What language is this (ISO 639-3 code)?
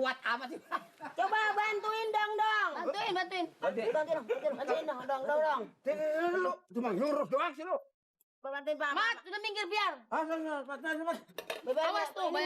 bew